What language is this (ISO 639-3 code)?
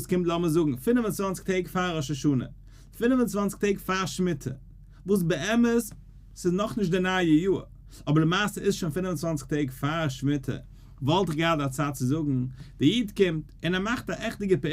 yid